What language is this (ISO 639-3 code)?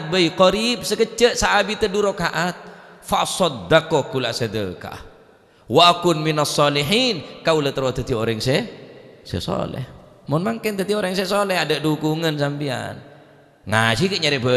mad